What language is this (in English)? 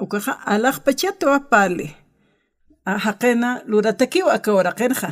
Aymara